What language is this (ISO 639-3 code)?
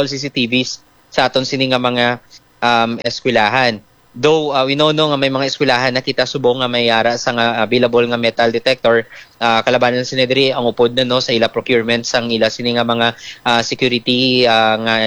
hil